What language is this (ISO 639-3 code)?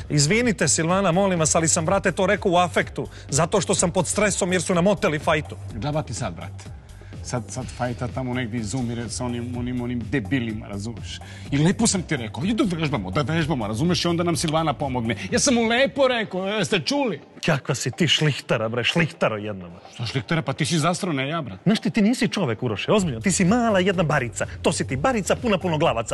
srp